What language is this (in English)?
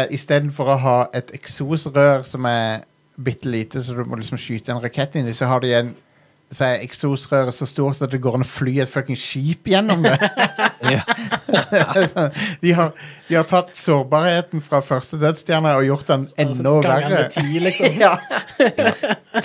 Norwegian